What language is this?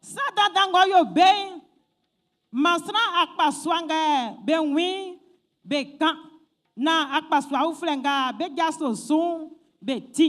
Baoulé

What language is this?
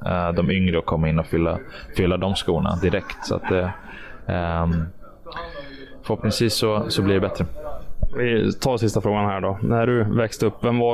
Swedish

